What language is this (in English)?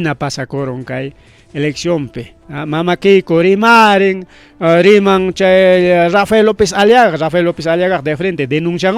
Ayacucho Quechua